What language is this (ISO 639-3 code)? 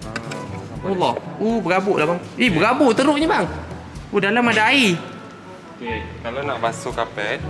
msa